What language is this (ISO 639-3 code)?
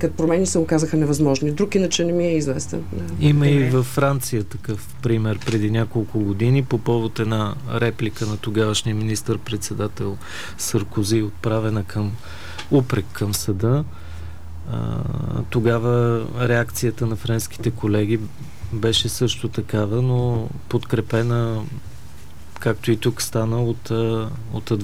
bul